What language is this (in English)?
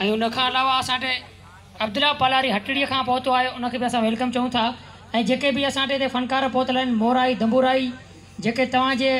Sindhi